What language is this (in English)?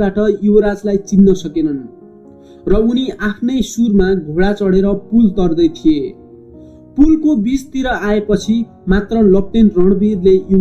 Nepali